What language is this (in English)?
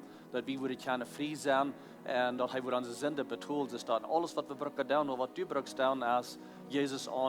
Plautdietsch